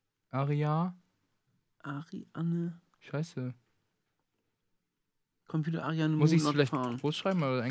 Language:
German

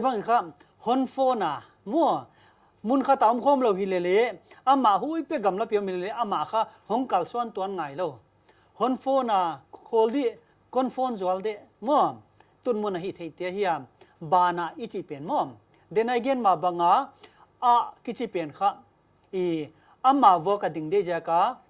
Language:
Paite Chin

